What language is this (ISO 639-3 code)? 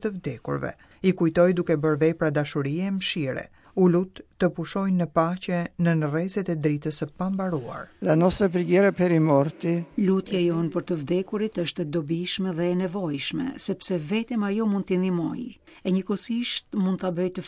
sqi